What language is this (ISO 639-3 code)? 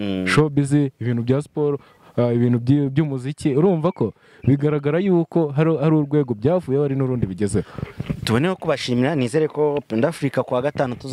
kin